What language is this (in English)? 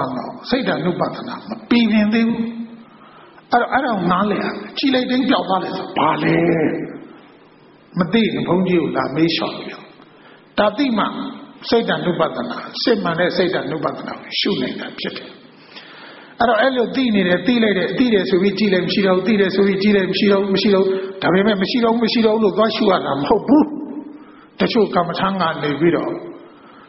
Burmese